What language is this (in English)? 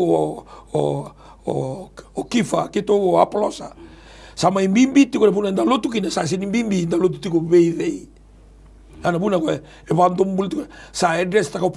Fijian